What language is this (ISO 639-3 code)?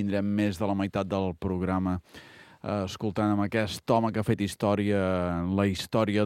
cat